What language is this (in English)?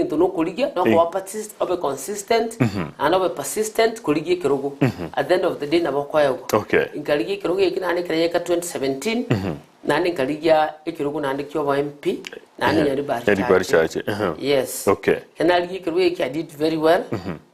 Gusii